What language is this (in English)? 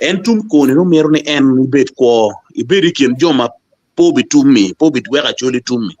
Acoli